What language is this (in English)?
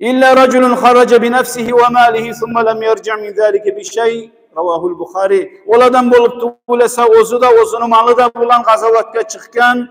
Kumyk